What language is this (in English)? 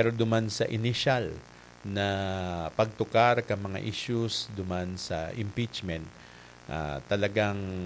Bikol